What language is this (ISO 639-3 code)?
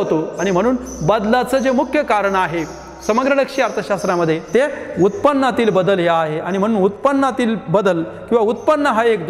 mar